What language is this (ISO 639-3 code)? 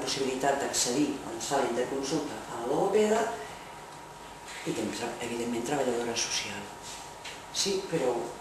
cat